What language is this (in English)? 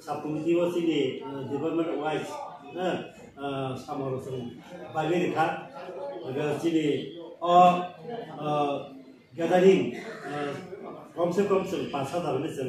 Kok Borok